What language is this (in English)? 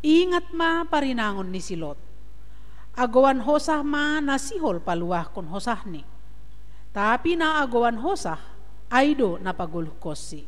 Batak Simalungun